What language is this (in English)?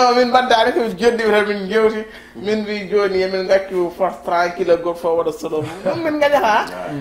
Fula